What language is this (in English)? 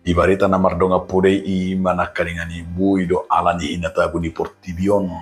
Batak Toba